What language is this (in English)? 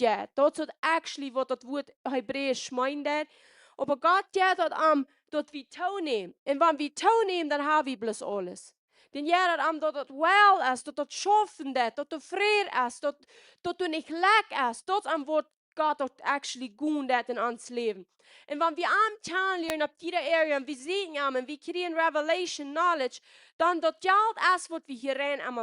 Plautdietsch